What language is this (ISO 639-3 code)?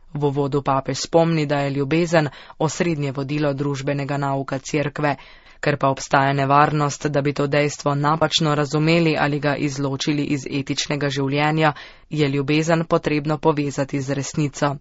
slv